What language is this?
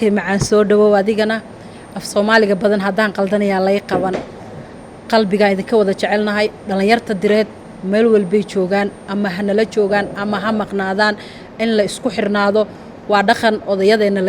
Somali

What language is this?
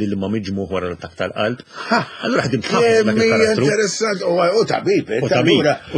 Maltese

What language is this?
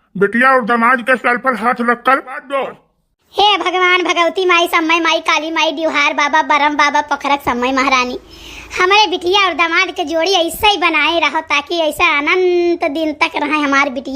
Awadhi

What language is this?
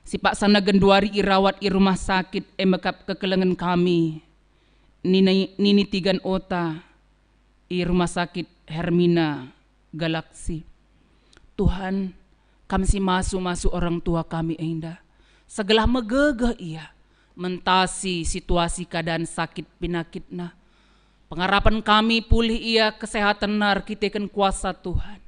Batak Karo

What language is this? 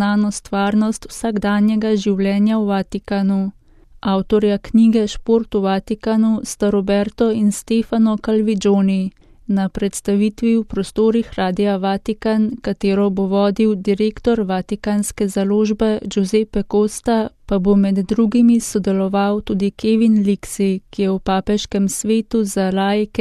Slovenian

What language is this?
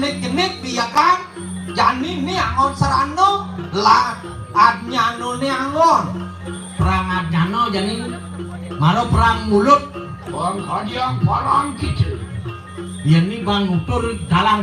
Balinese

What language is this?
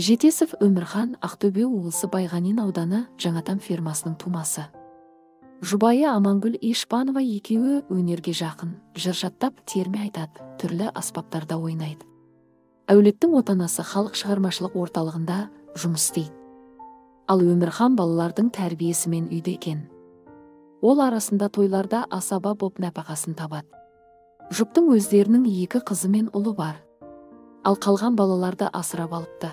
Kazakh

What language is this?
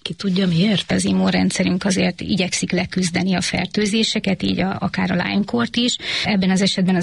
Hungarian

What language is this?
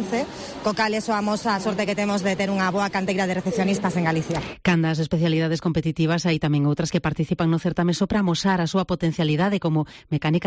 Galician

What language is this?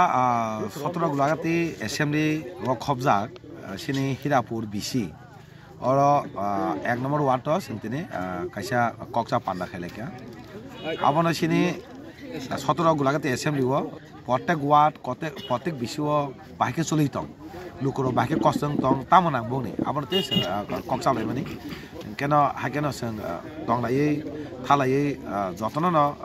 Kok Borok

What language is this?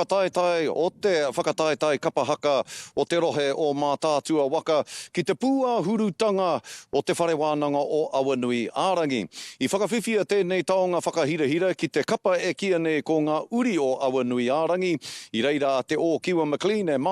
Māori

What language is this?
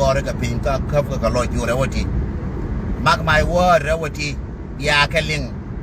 Nuer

